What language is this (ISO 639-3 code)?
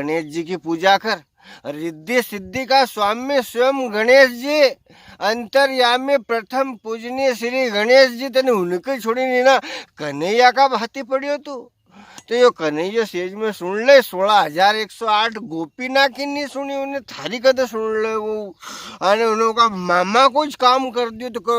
raj